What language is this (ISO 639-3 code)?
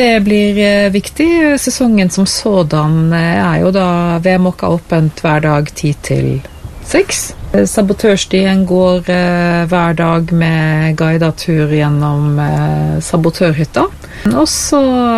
nor